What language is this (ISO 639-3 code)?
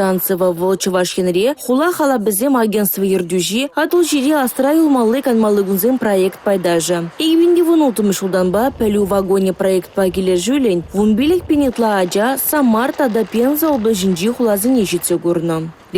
chv